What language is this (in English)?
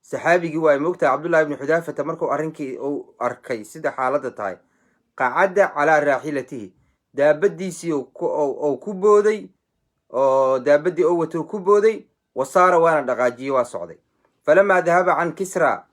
Somali